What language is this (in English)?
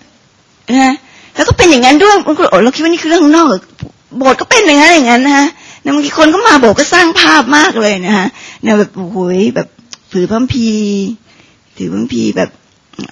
Thai